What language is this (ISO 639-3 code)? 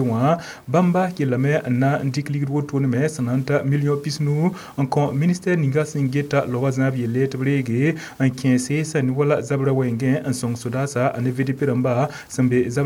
mos